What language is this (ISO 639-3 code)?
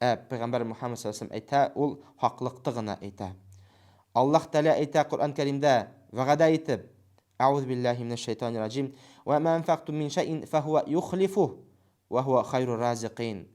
bak